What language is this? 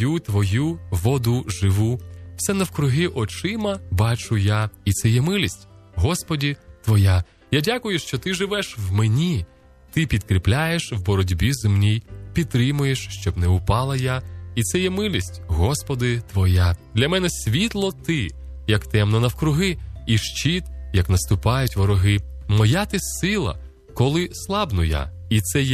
Ukrainian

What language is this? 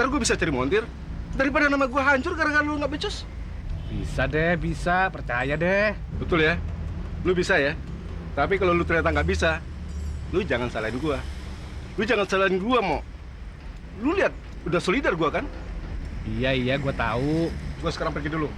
Betawi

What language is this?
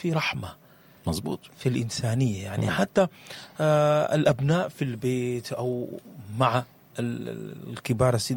Sudanese Arabic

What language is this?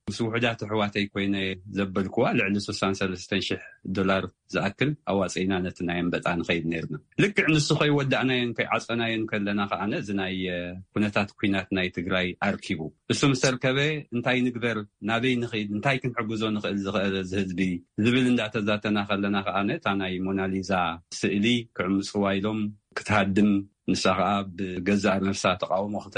Tigrinya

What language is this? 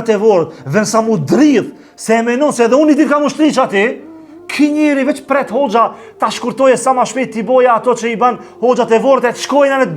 Albanian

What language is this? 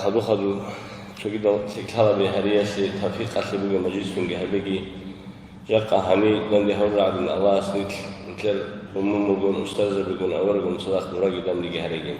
Avaric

